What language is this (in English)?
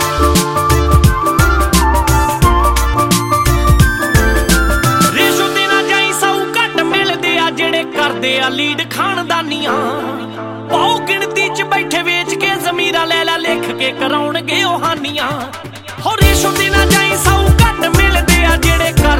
Punjabi